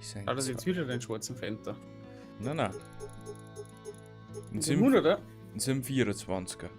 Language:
Bavarian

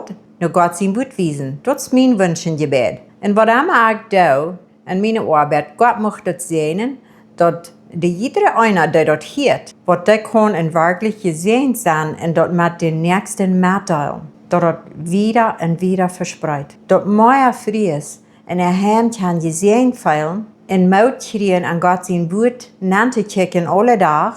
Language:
Plautdietsch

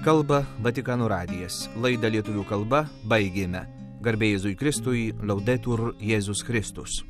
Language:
Lithuanian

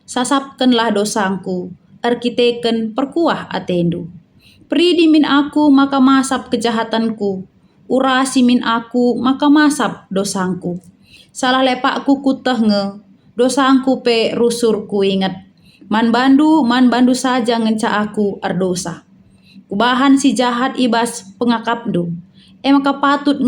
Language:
Batak Karo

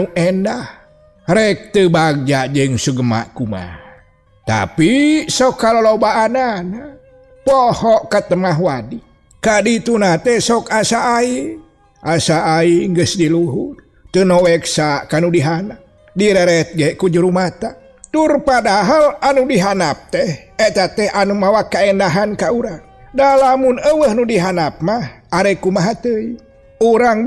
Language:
Sundanese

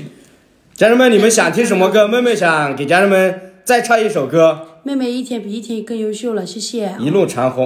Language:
Chinese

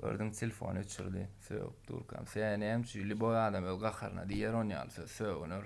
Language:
Turkmen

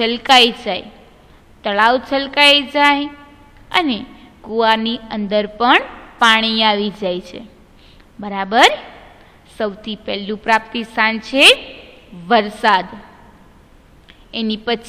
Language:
Gujarati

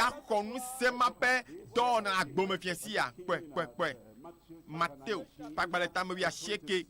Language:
Ewe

